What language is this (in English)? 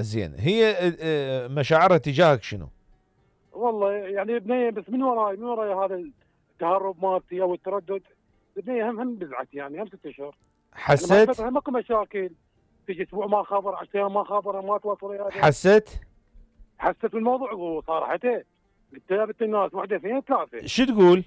Mesopotamian Arabic